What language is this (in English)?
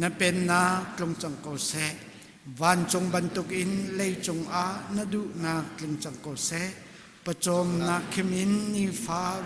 Hakha Chin